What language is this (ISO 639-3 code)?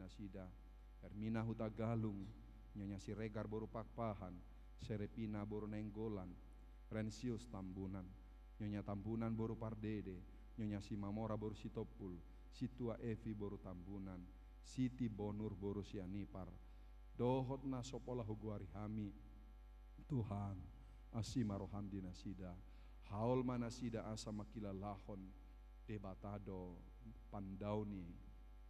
bbc